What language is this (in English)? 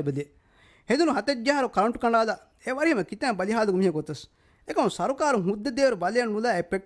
Divehi